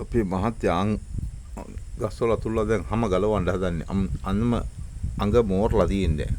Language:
Sinhala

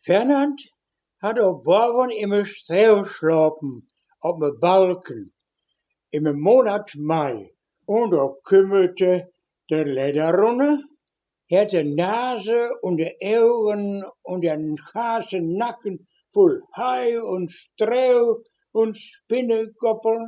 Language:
Westphalien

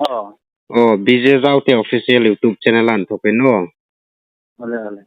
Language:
Hmar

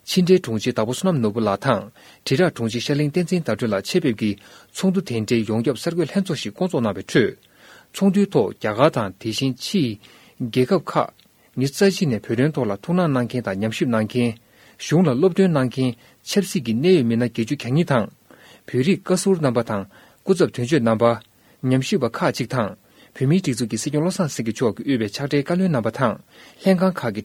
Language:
Tibetan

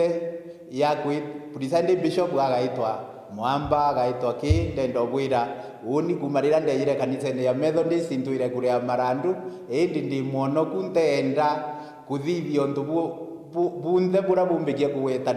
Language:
Meru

